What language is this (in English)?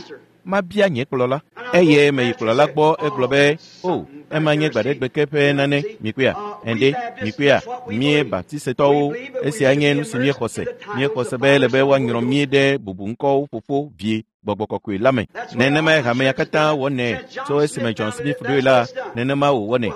Ewe